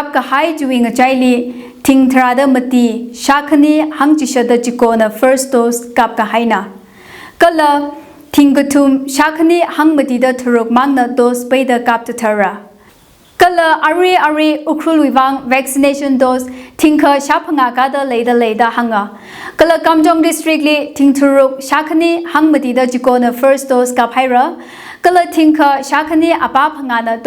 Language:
Tangkhul Naga (India)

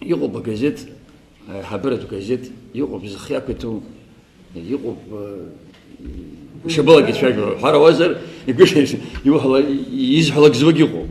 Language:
Abkhazian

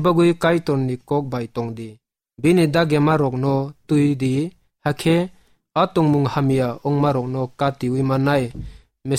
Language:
Kok Borok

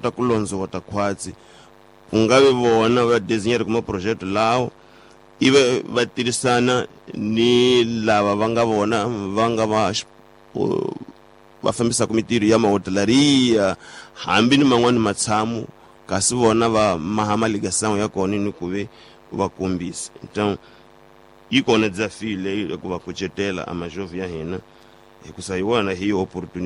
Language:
Tsonga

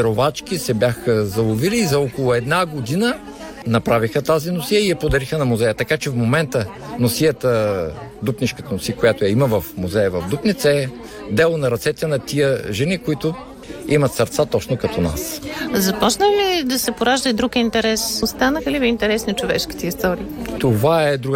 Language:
Bulgarian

